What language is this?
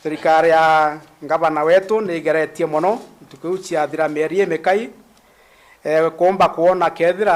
Meru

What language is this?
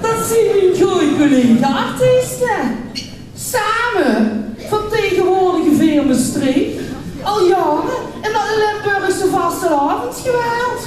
Limburgish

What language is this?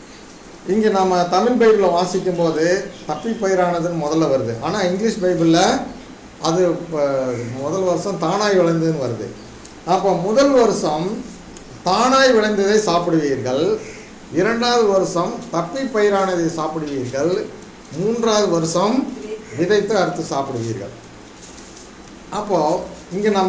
Tamil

